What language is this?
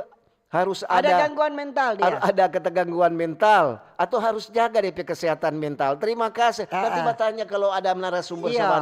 Manado Malay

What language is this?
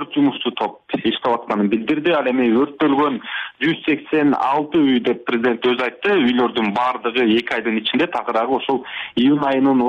Kyrgyz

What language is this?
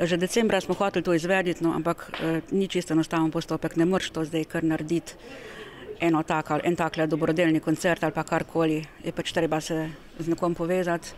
Slovenian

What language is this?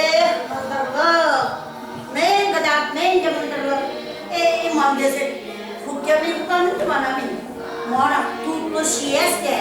Chuvash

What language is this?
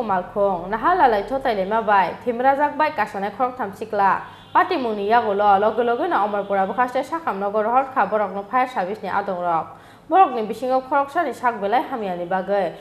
Kok Borok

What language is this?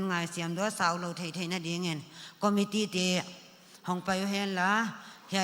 Paite Chin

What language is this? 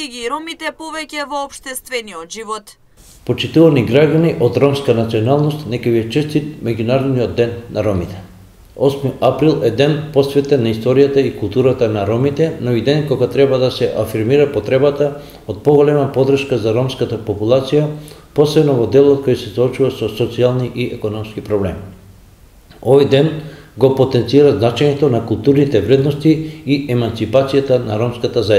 Macedonian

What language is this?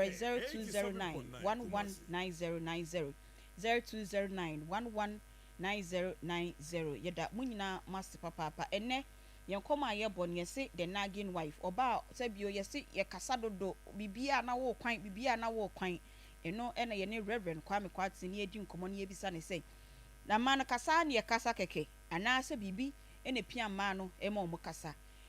Akan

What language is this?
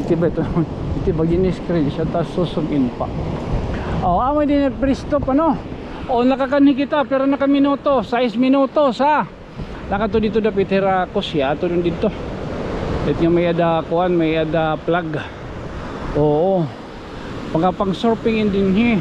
Waray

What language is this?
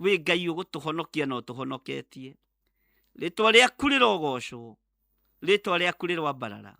Kikuyu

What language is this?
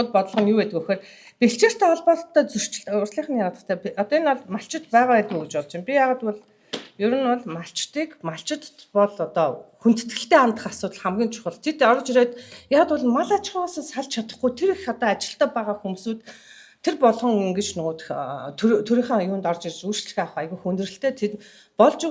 Mongolian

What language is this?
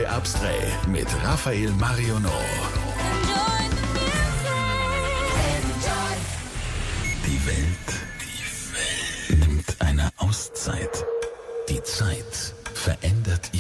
German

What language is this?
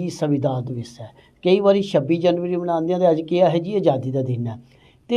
Dogri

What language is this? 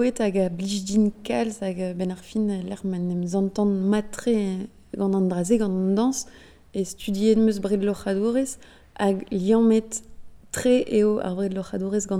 Breton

